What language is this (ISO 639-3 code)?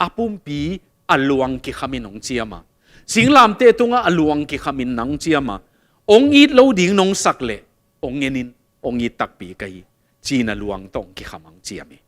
ctd